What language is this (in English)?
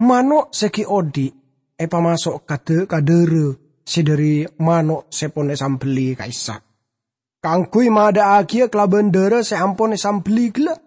Madurese